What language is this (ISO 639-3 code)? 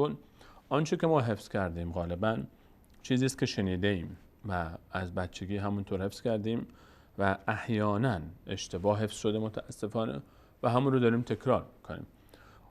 fas